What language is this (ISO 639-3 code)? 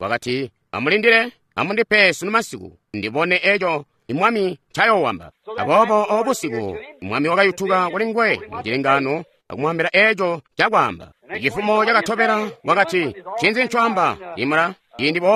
toi